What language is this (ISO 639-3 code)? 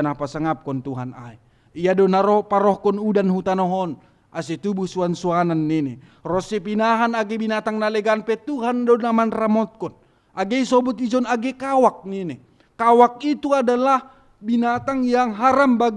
bts